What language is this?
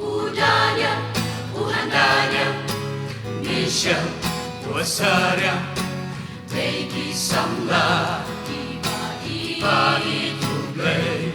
Khasi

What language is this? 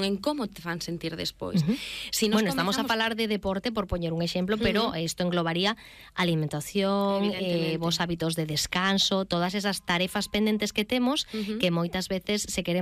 Galician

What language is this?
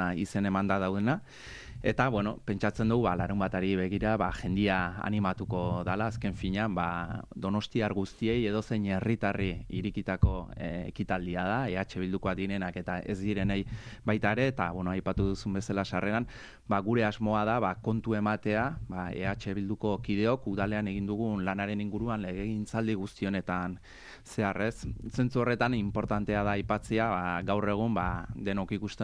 Basque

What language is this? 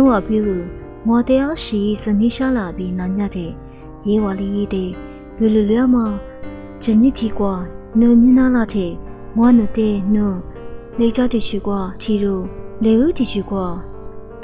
Lisu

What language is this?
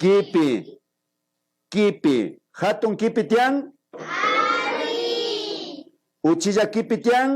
Imbabura Highland Quichua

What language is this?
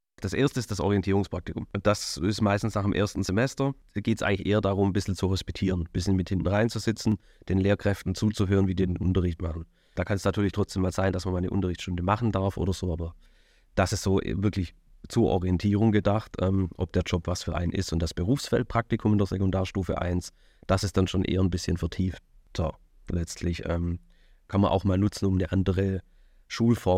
German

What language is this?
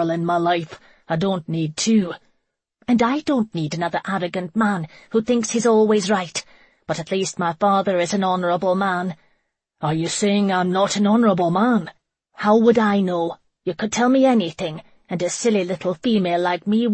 English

